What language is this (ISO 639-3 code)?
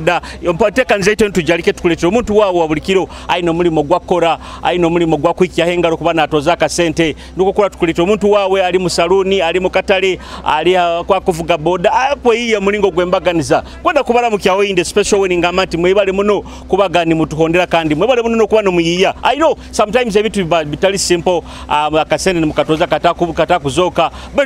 nyo